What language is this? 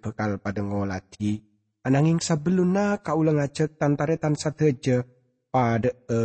Madurese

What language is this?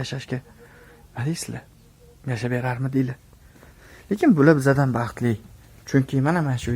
Uzbek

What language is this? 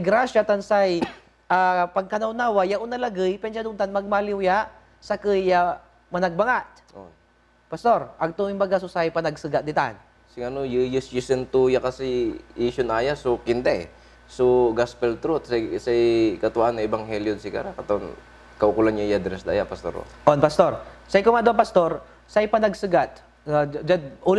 Pangasinan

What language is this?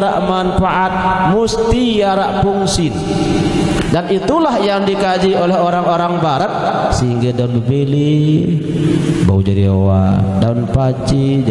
Sasak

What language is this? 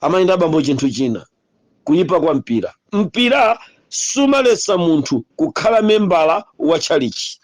Nyanja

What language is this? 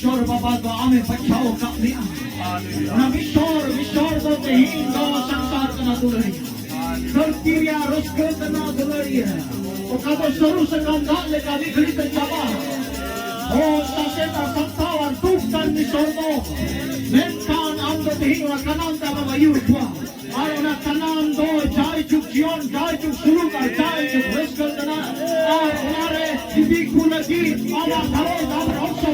Santali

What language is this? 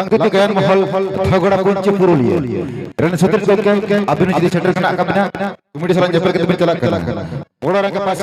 Santali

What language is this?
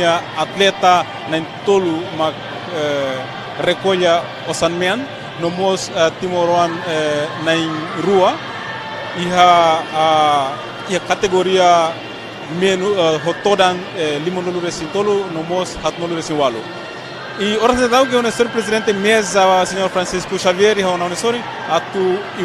Tetum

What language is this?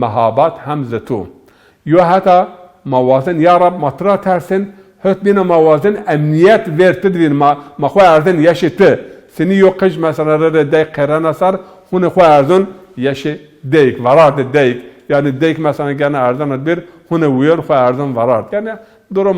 Zaza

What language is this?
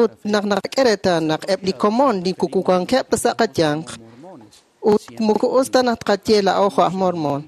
Kekchí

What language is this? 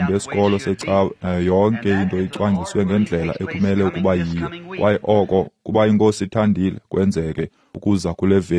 Xhosa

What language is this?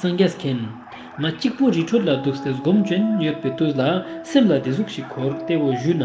Ladakhi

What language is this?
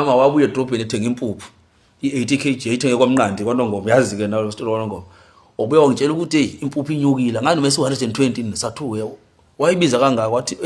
Zulu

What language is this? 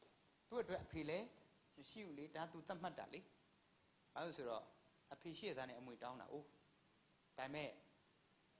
Burmese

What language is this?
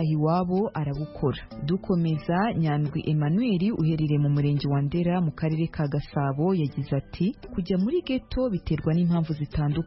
Kinyarwanda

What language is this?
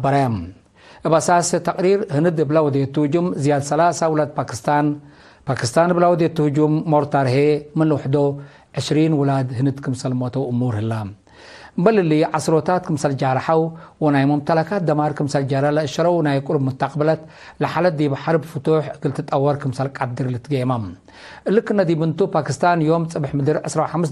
Tigre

